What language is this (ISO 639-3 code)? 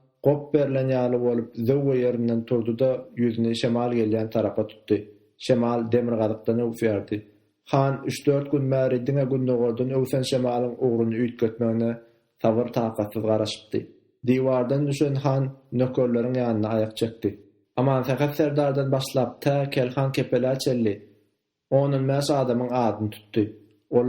tuk